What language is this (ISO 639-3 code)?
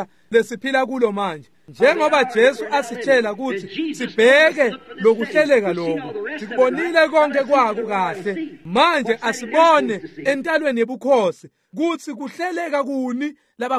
ssw